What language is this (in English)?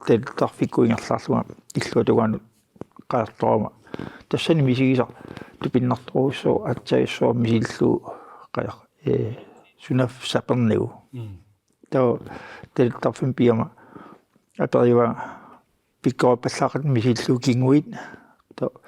Kalaallisut